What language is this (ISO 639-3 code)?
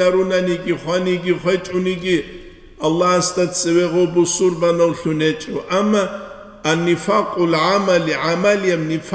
ava